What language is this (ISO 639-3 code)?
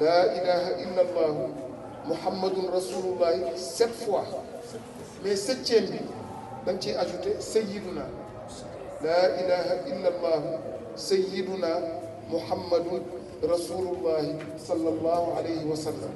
wol